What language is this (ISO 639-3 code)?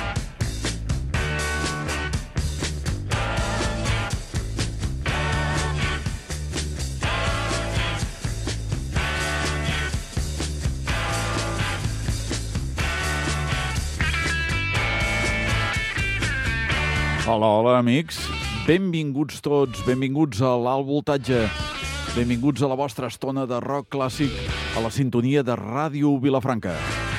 cat